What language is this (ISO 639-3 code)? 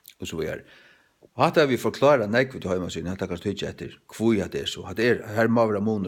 fao